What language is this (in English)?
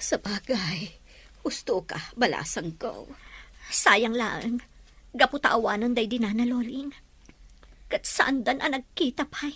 Iloko